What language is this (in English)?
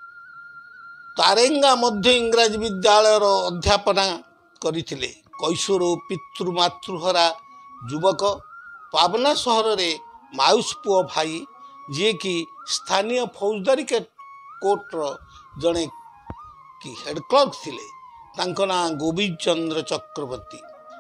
Odia